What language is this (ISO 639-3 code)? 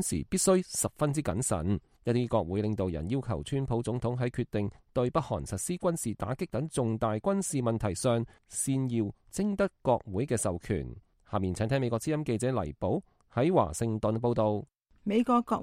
yue